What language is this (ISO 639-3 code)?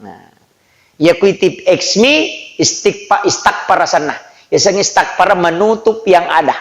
bug